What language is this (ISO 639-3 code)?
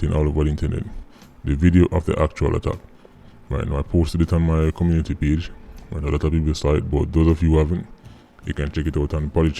jam